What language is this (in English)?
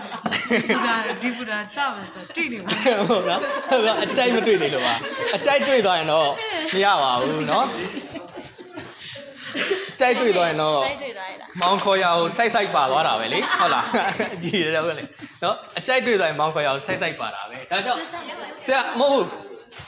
Burmese